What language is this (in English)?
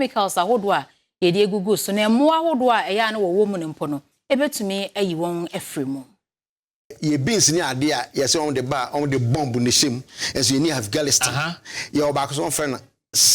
Akan